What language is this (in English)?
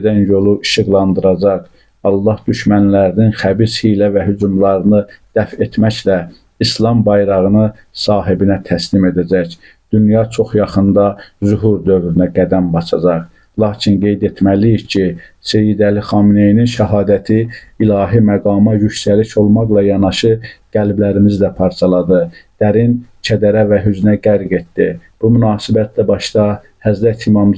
Azerbaijani